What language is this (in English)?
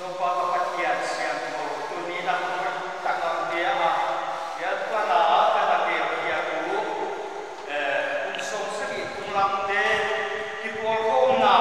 Paite Chin